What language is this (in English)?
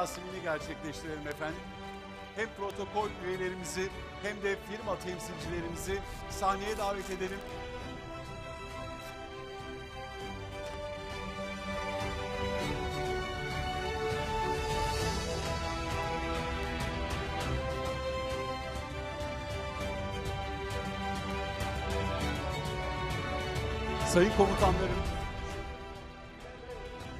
Turkish